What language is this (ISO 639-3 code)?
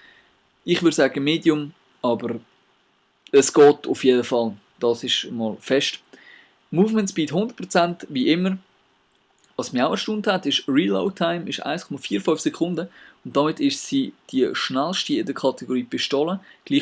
gsw